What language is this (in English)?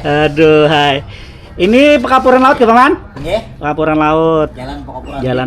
Banjar